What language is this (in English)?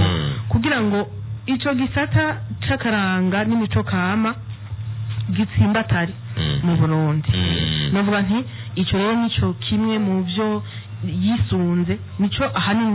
Rundi